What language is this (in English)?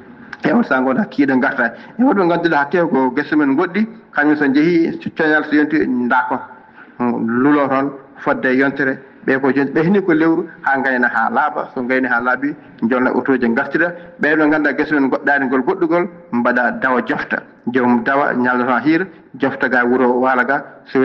Fula